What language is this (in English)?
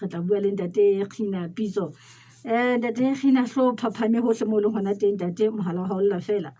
Southern Sotho